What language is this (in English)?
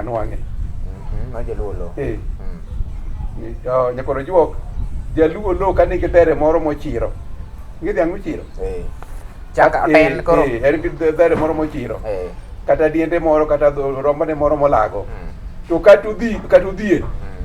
Luo (Kenya and Tanzania)